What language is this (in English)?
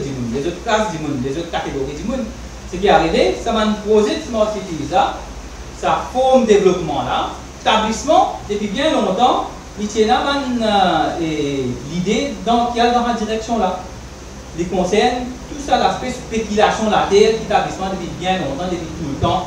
Morisyen